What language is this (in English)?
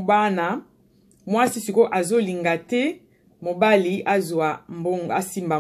Lingala